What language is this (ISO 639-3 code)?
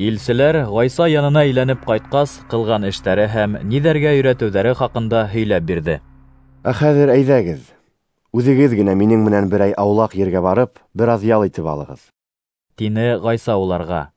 bak